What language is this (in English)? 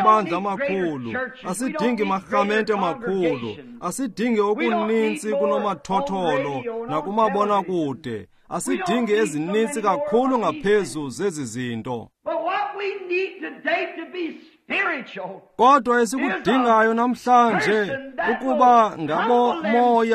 Xhosa